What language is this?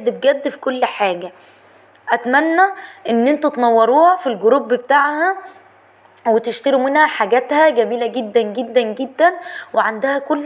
Egyptian Arabic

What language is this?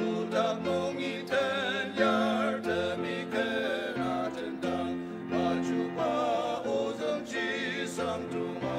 Ao Naga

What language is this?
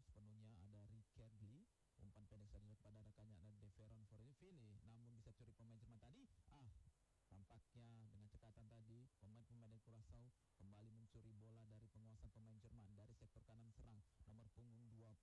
Indonesian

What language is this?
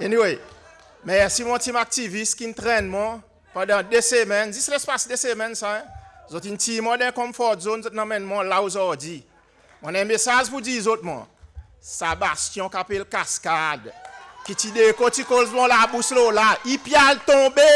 Seselwa Creole French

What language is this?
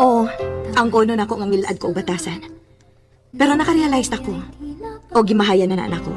Cebuano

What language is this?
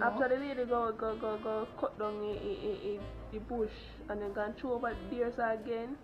Jamaican Creole English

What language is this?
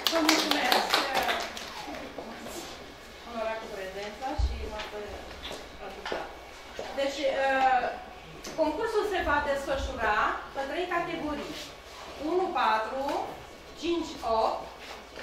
Romanian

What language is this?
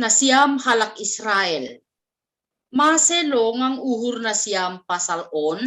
Batak Simalungun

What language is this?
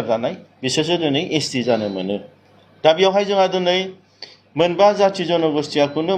Bodo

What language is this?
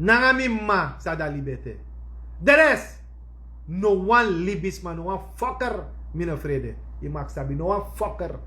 Sranan Tongo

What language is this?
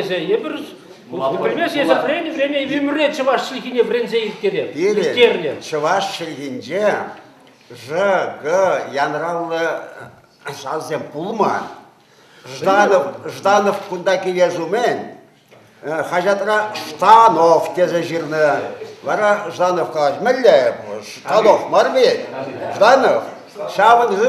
Chuvash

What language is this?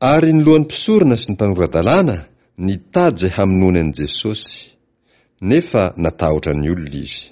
Malagasy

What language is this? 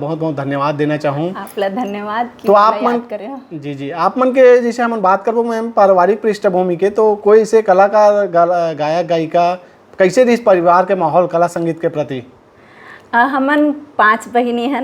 Chhattisgarhi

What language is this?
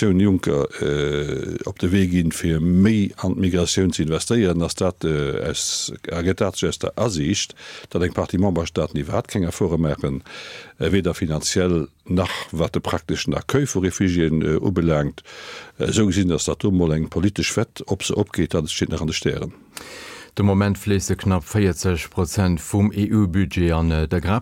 Luxembourgish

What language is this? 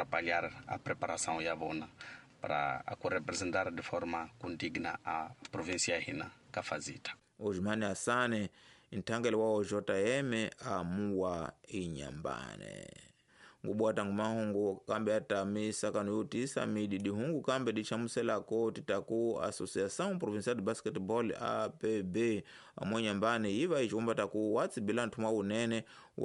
Tsonga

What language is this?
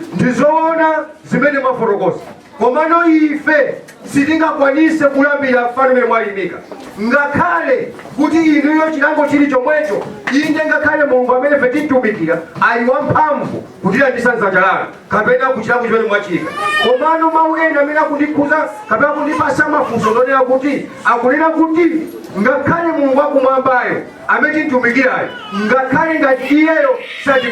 Nyanja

